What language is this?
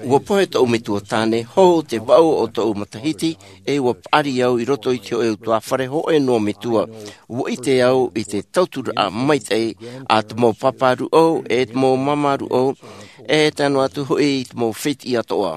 Tahitian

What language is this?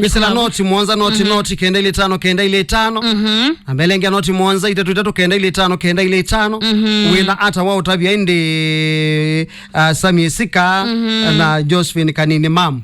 Kamba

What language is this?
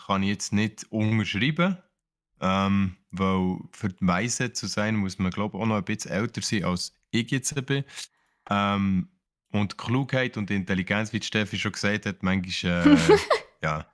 Swiss German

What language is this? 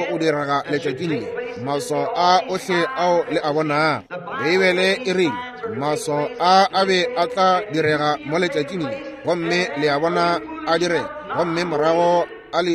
Northern Sotho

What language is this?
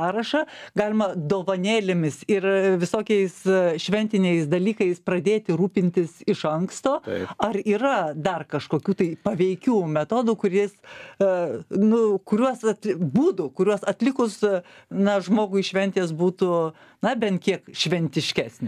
Lithuanian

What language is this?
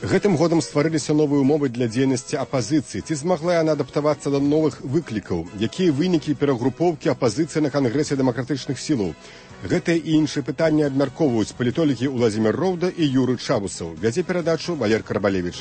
Belarusian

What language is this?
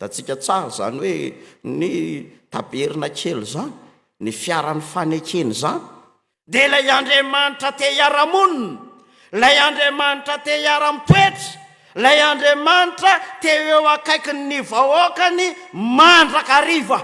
Malagasy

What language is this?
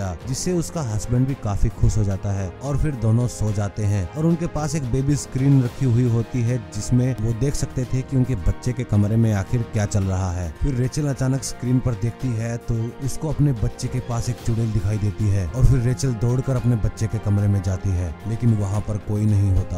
Hindi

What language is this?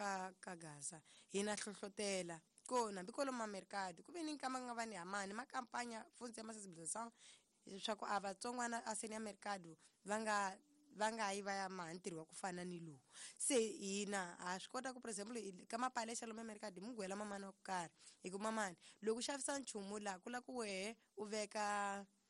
Tsonga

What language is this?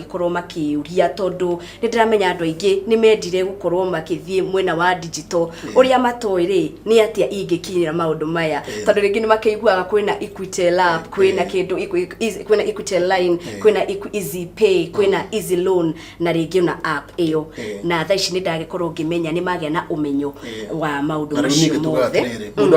Kikuyu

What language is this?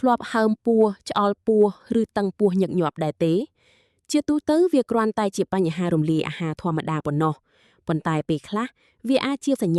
Khmer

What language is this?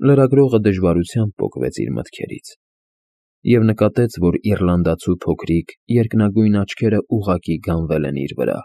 Armenian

